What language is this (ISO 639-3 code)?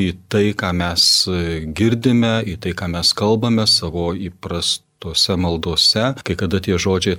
lit